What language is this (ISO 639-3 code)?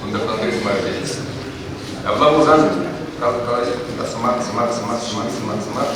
chv